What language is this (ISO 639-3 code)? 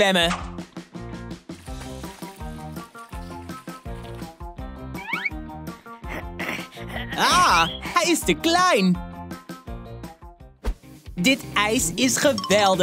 nld